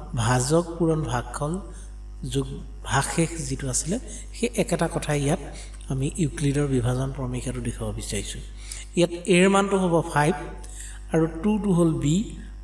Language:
Assamese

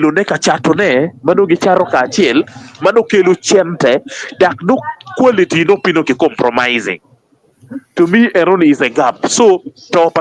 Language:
Acoli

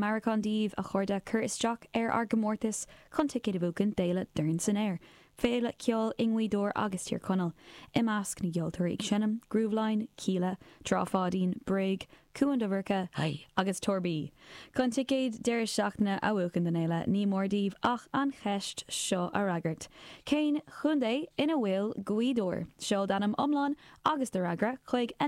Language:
Irish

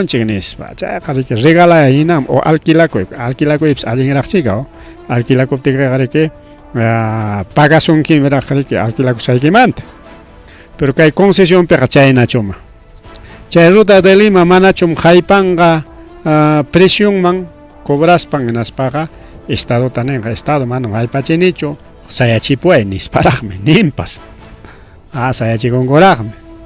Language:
Ayacucho Quechua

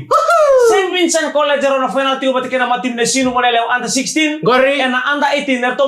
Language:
Fijian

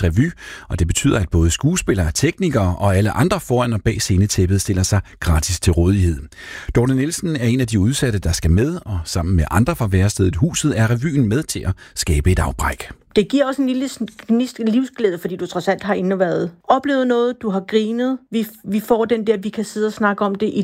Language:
Danish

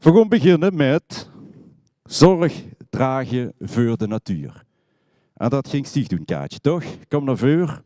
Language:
Limburgish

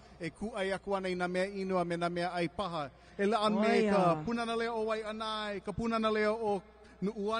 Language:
Hawaiian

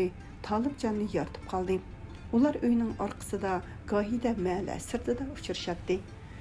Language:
Uyghur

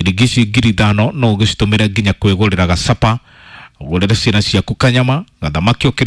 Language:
Kikuyu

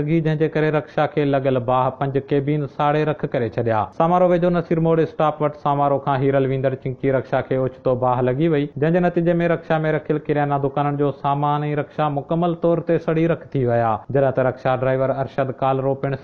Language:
Sindhi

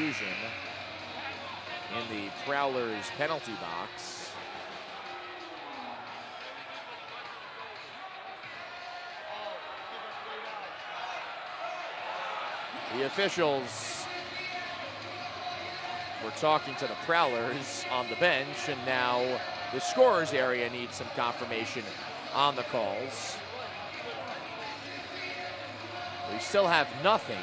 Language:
English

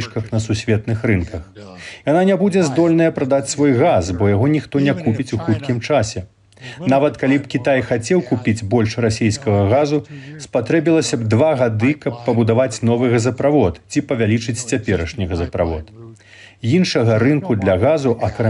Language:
Belarusian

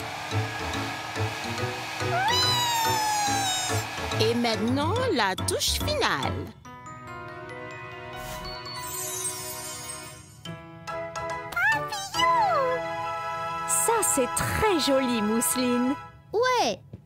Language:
French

